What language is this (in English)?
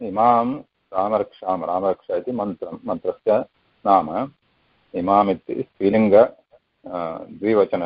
Sanskrit